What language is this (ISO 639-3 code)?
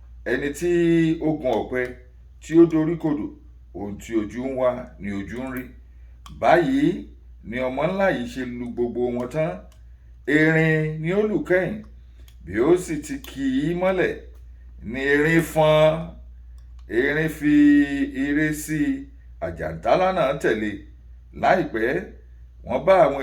yor